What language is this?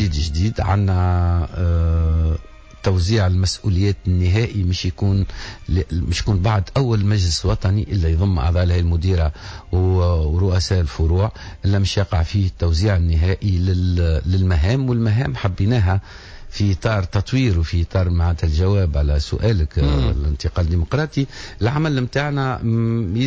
Tunisian Arabic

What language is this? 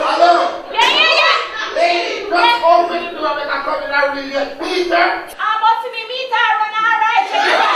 Jamaican Creole English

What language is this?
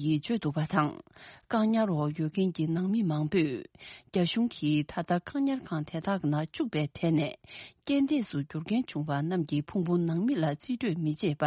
Tibetan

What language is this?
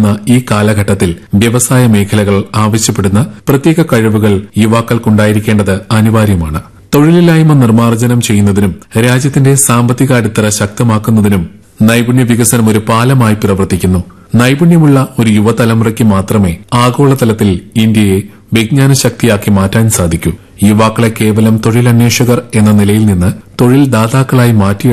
Malayalam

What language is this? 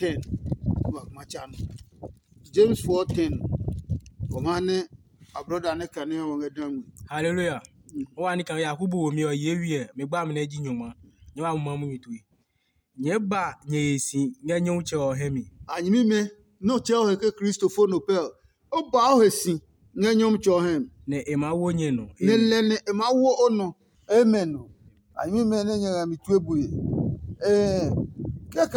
Adangme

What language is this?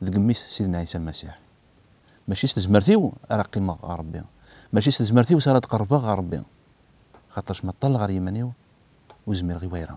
Kabyle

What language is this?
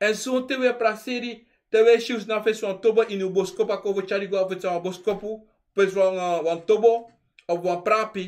Sranan Tongo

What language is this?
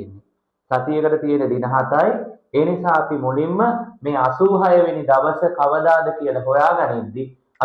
Sinhala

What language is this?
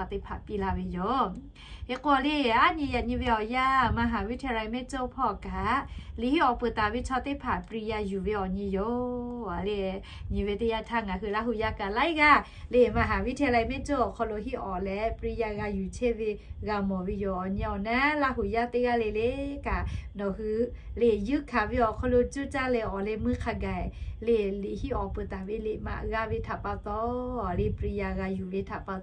Lahu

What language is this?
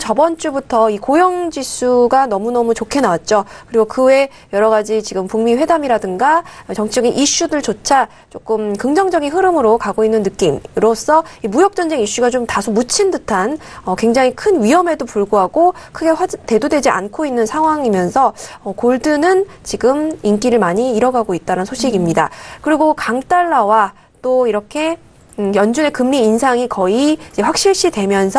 Korean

